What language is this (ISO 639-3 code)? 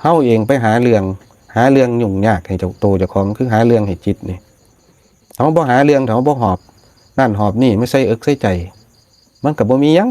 tts